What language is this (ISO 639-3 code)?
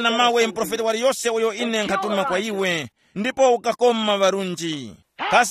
tum